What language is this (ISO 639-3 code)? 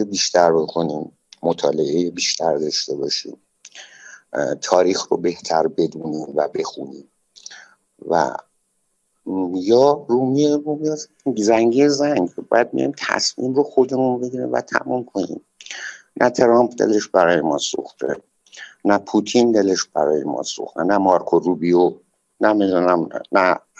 fas